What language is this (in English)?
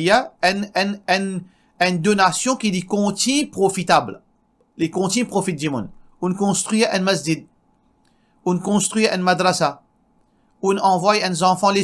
Morisyen